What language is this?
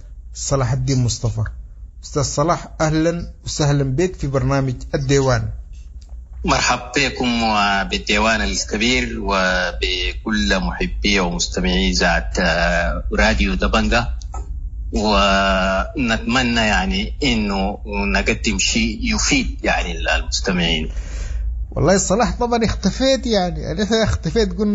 Sudanese Arabic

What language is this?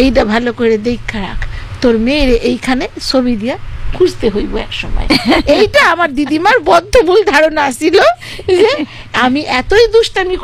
Bangla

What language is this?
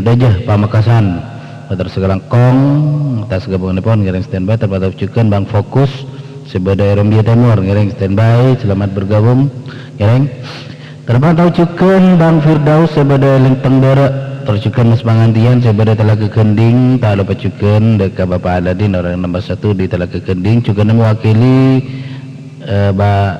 Madurese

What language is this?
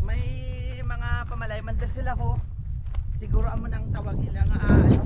Hiligaynon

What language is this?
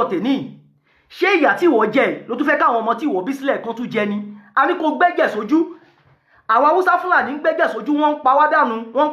Yoruba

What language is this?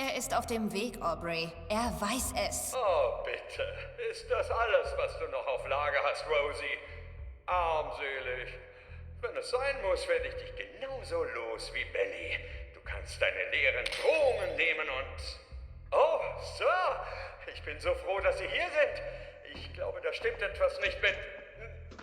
Bavarian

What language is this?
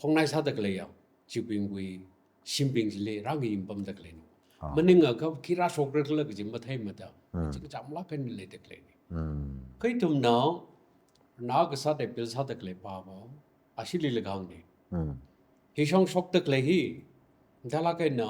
Tangkhul Naga (India)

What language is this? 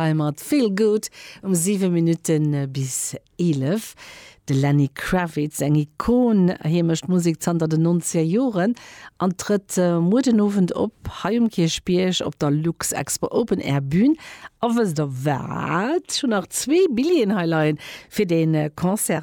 Luxembourgish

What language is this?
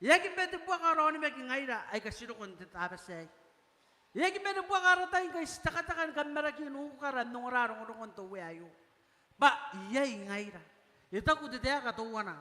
Gilbertese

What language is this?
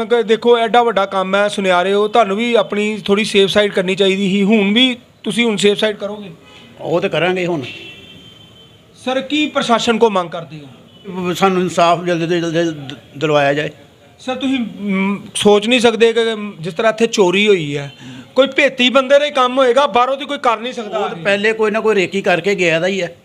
Punjabi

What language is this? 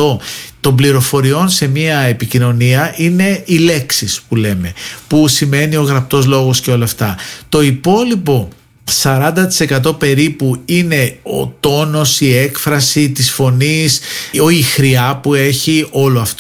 Greek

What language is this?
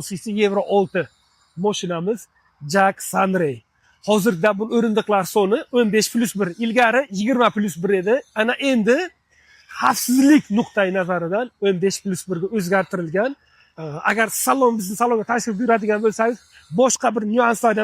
Uzbek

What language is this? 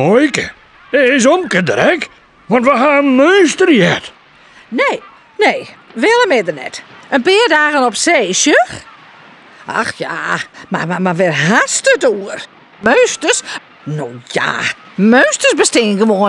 Western Frisian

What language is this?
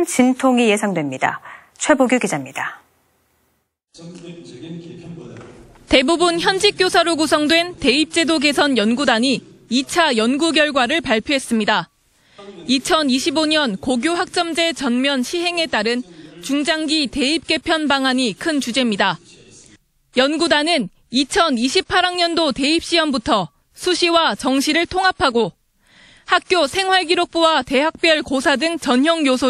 Korean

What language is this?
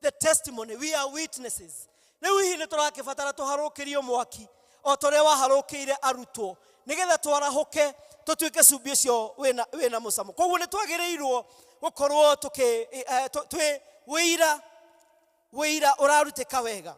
Kikuyu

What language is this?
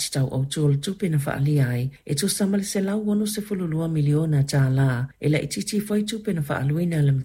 Samoan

